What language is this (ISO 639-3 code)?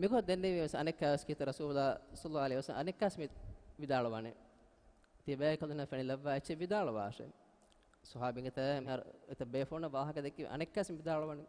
div